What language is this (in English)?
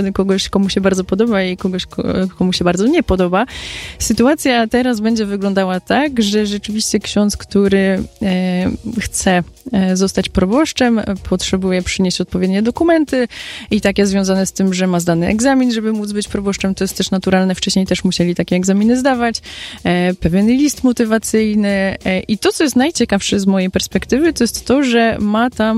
Polish